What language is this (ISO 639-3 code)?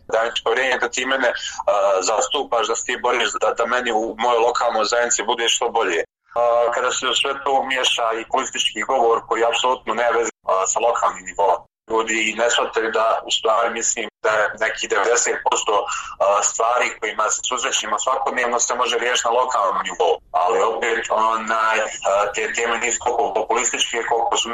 bos